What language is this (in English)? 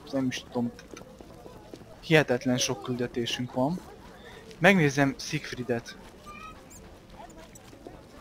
Hungarian